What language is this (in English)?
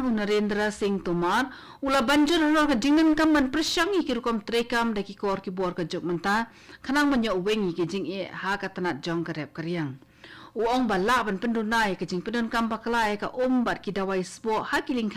Khasi